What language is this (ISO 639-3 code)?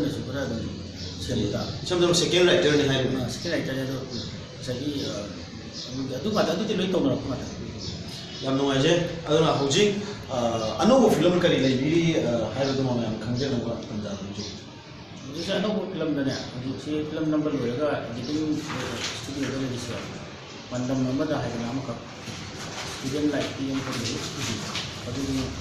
mni